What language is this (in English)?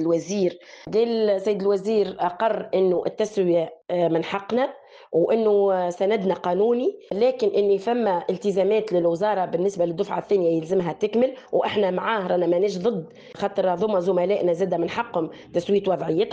Tunisian Arabic